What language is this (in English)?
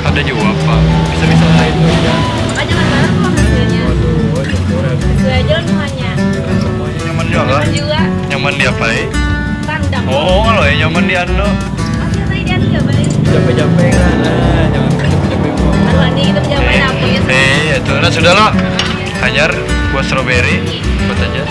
Banjar